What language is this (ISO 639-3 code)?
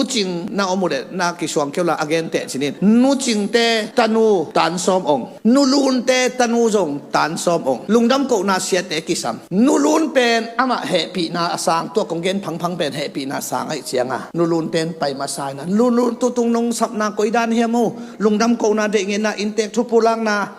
ctd